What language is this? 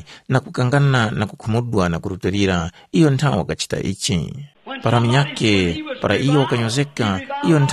Tumbuka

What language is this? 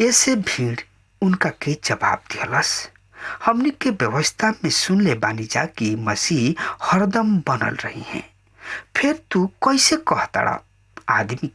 Bhojpuri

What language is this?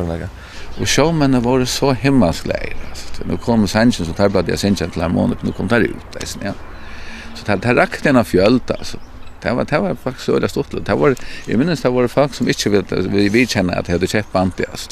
Faroese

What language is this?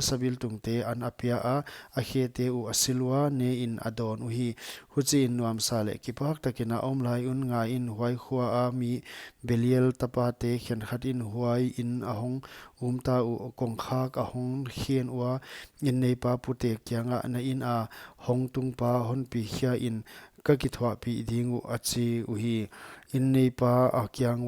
Paite Chin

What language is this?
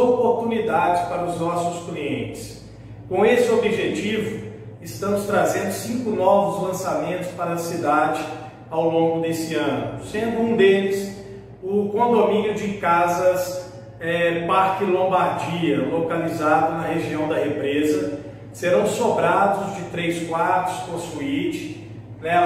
Portuguese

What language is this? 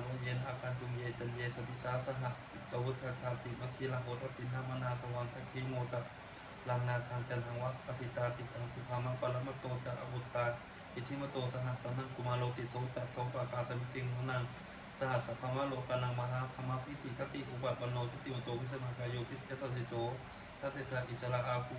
Pali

